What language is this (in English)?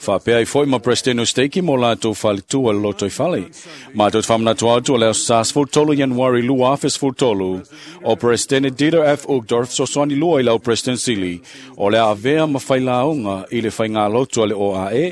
Samoan